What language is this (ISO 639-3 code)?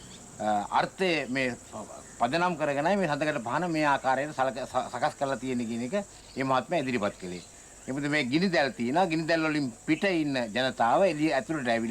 sin